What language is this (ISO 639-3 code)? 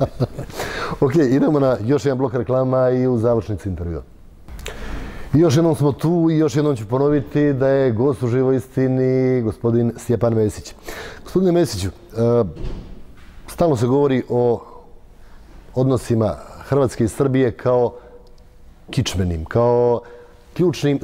hrv